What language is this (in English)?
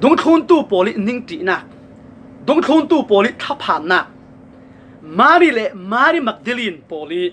Falam Chin